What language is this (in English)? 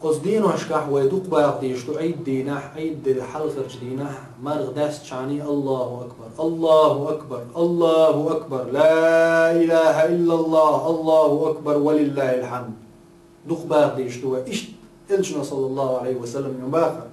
Chechen